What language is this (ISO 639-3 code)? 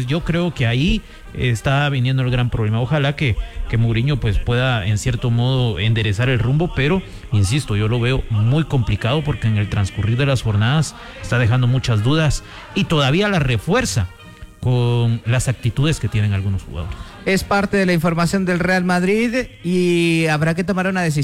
spa